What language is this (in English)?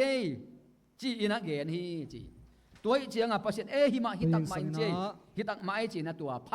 Tedim Chin